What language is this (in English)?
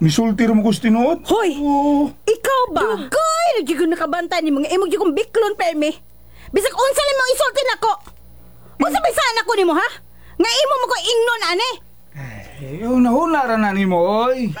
Cebuano